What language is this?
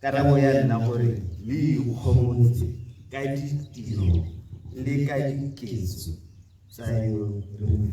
Tswana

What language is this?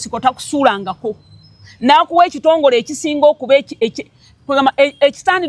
Ganda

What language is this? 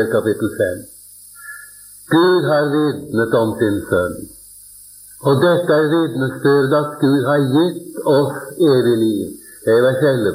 Norwegian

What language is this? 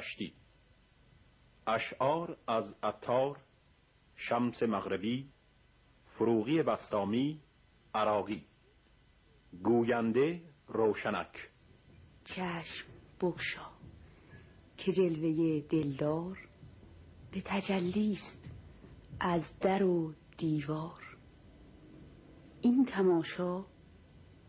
Persian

